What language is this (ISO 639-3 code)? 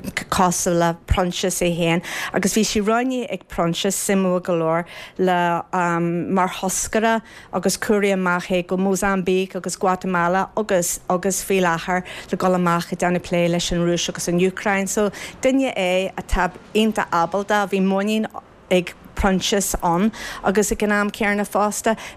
gle